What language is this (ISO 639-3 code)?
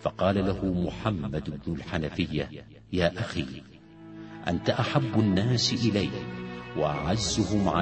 ara